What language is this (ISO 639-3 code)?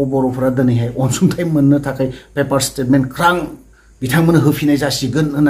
brx